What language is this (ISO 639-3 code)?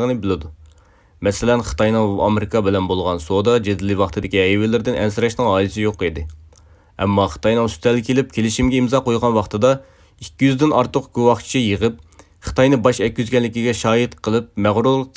uig